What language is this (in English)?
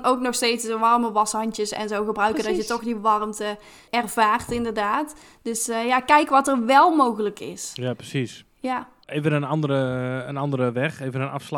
Dutch